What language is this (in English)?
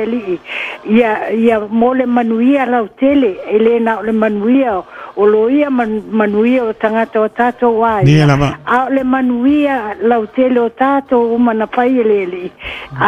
Samoan